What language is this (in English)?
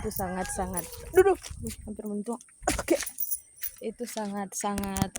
Manado Malay